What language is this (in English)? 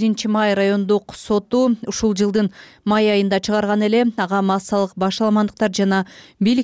Kyrgyz